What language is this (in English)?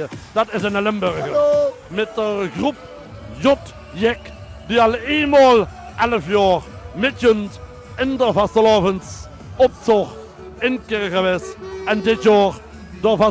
Limburgish